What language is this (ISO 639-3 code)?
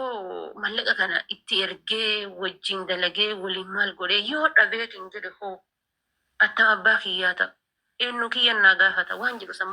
orm